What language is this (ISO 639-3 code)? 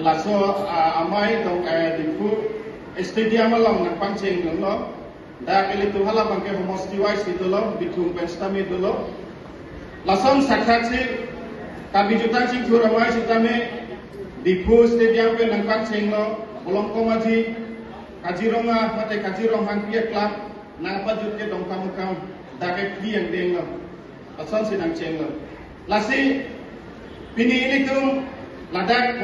mjw